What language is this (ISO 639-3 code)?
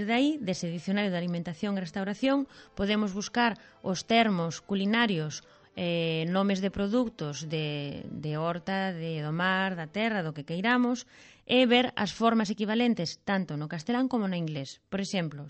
glg